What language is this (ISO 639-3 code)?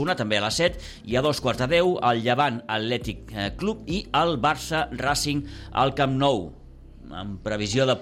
cat